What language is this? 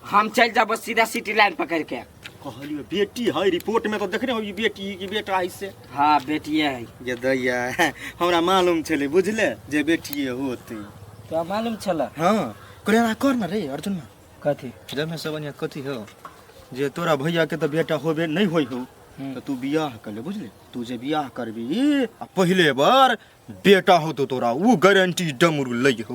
Maithili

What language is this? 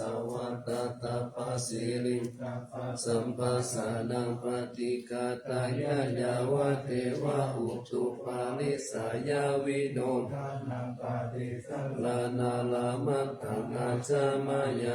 Pali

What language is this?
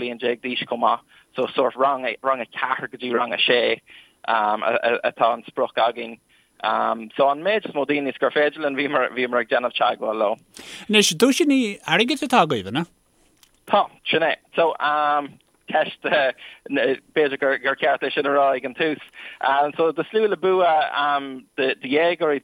Irish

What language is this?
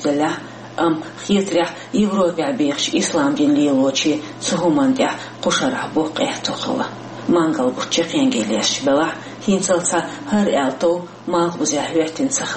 Chechen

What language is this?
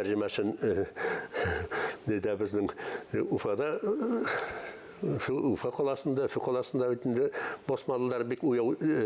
Tatar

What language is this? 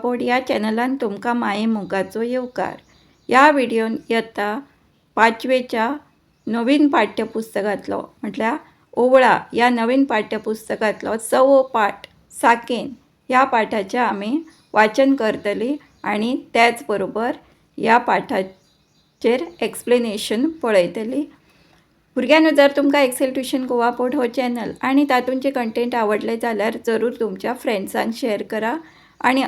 Konkani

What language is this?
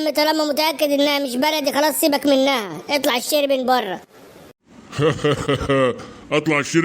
Egyptian Arabic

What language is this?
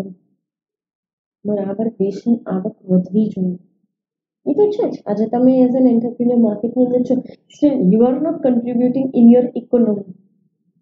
Gujarati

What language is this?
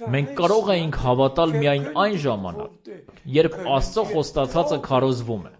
Armenian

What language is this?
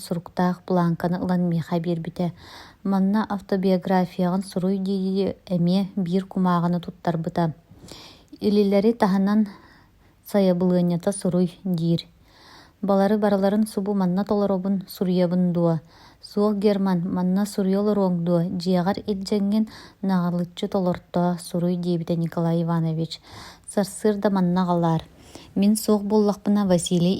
Yakut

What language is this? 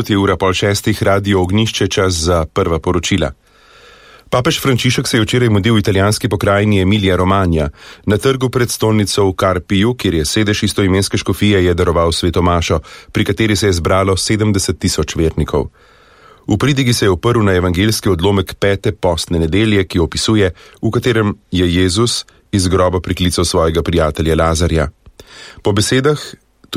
Slovenian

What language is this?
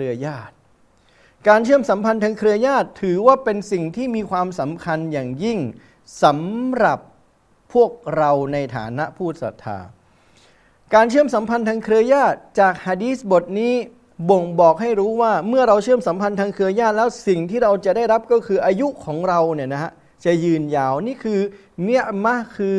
Thai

